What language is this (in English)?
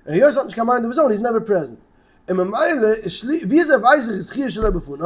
Yiddish